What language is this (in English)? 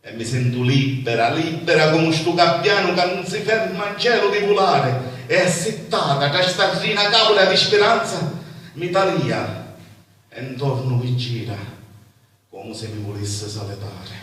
Sicilian